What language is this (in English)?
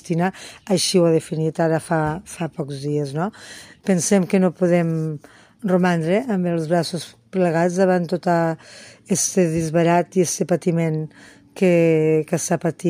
Catalan